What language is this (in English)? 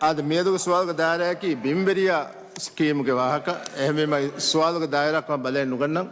Divehi